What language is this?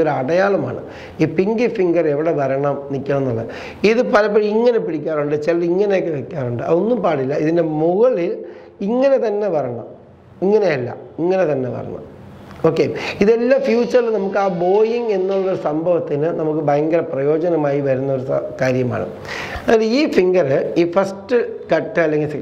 Malayalam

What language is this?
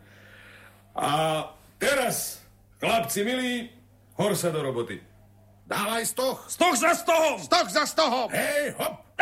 Slovak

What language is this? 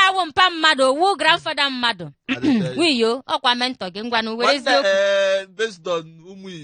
Igbo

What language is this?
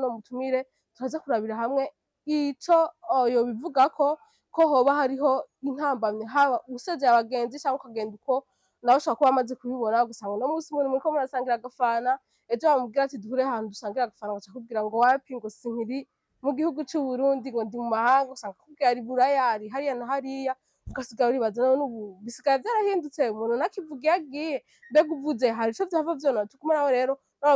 Rundi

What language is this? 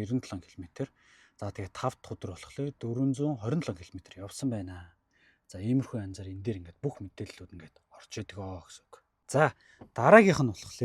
Mongolian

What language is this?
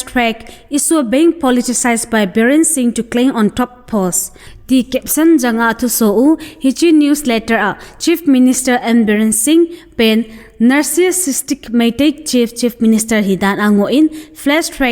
Thado Chin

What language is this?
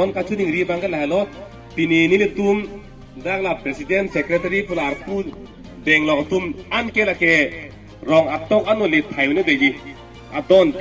Karbi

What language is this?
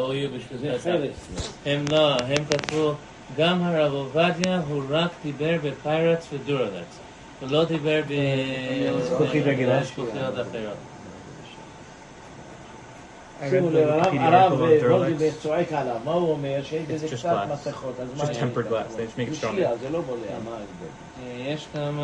Hebrew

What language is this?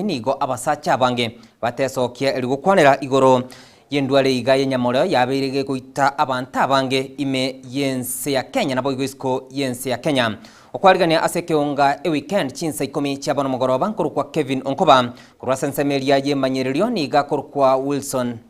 Gusii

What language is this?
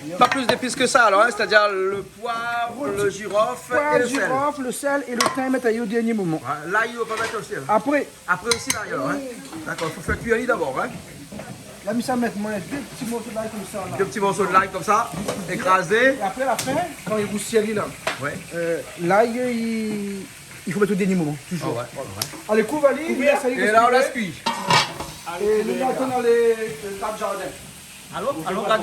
Réunion Creole French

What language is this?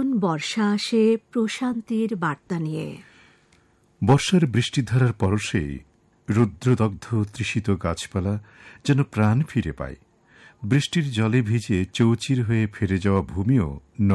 Bangla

